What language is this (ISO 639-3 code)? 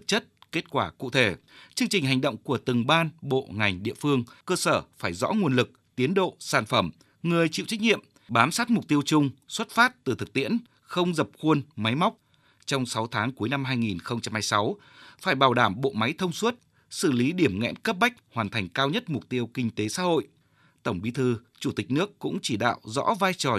vie